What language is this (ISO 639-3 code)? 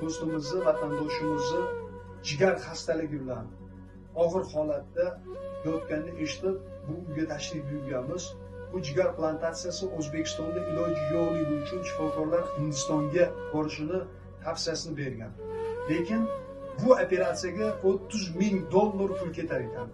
uzb